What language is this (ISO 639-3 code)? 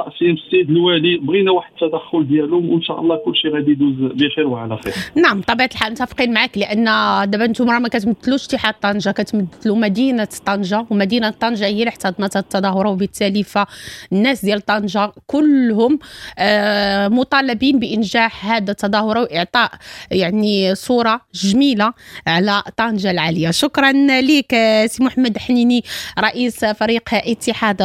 ary